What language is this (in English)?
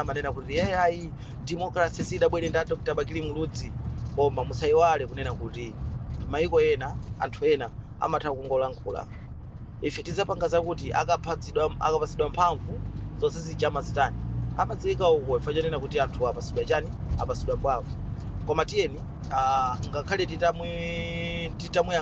Nyanja